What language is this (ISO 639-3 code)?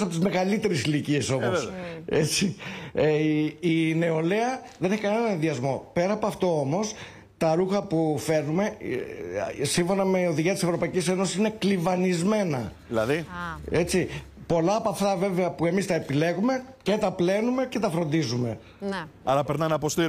ell